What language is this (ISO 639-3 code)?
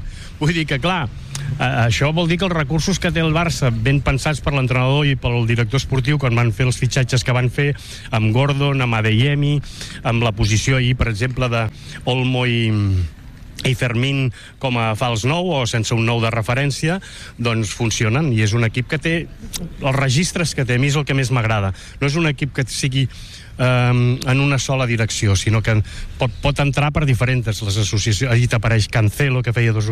cat